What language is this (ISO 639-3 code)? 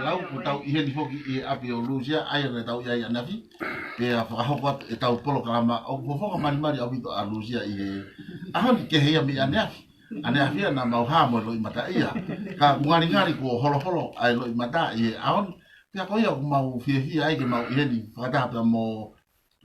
ton